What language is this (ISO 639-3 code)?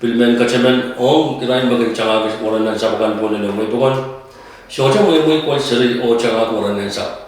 pon